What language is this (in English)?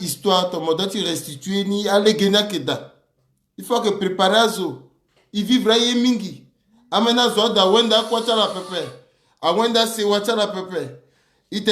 Sango